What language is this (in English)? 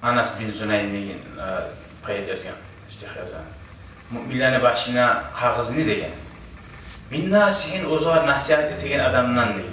Kumyk